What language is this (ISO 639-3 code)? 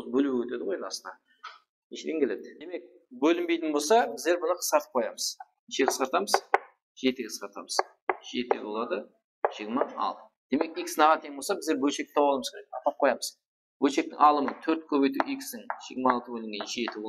kaa